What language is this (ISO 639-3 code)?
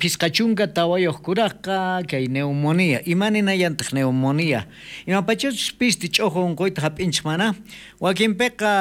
quh